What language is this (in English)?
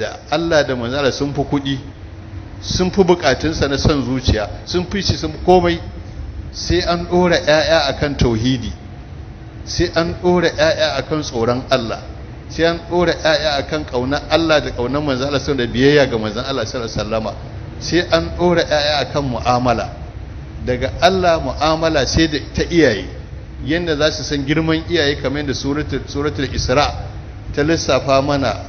Hausa